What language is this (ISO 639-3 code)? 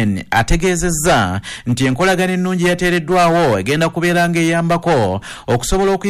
lug